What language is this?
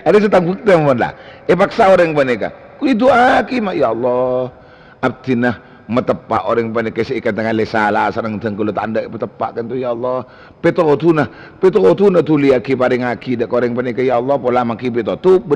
Madurese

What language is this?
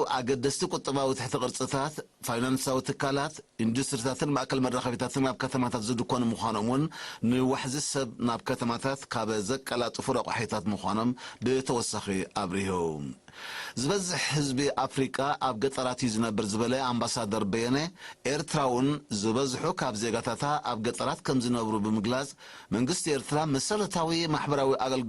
Tigrinya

